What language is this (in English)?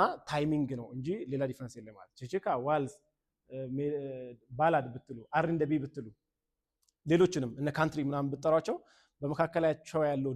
Amharic